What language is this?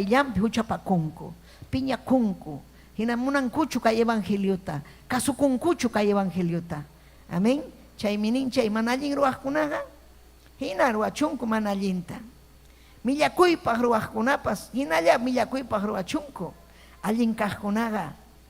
Ayacucho Quechua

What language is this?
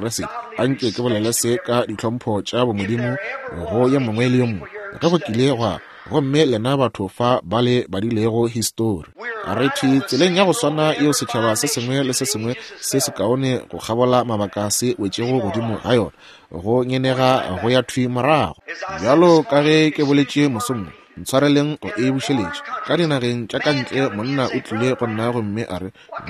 Northern Sotho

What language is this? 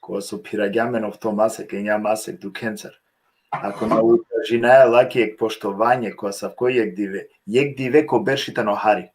Balkan Romani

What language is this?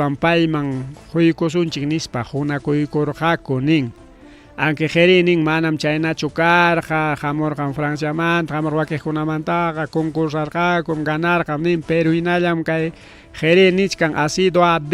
Ayacucho Quechua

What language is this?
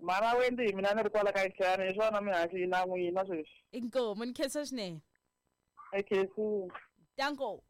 Tsonga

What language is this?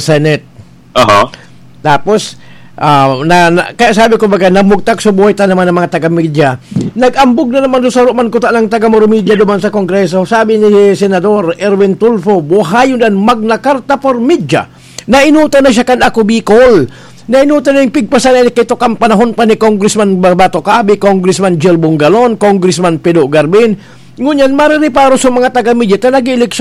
Bikol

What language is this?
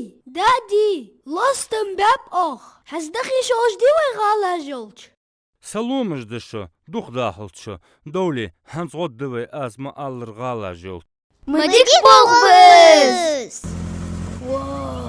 Ingush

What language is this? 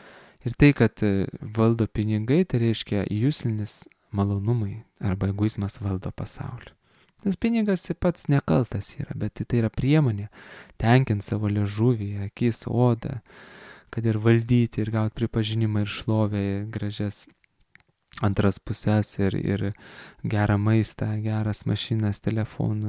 Lithuanian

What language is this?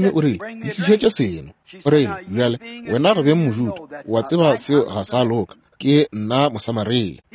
Northern Sotho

